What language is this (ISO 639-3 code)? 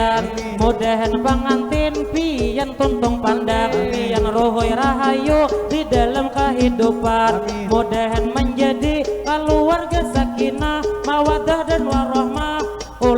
bjn